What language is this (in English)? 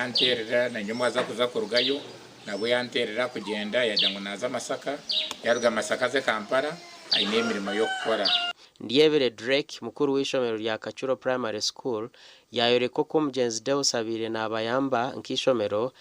Nyankole